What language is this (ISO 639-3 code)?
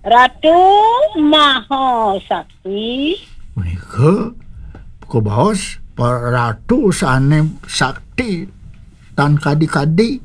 ban